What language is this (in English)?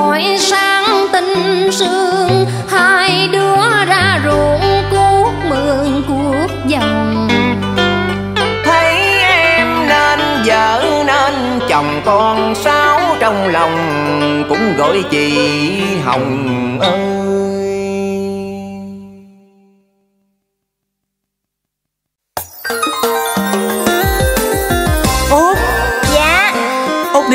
Vietnamese